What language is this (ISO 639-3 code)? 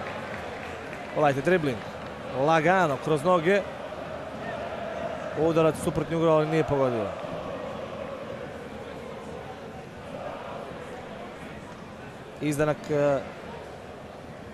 srp